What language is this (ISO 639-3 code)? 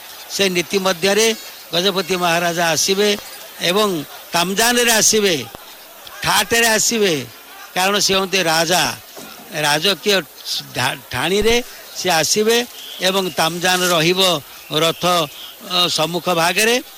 ori